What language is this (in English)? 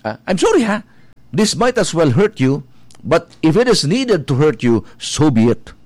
Bikol